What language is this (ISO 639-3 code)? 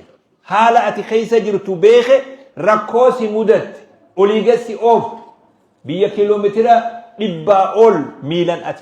orm